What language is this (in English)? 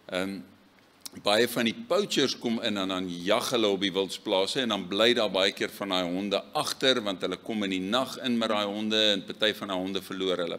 Afrikaans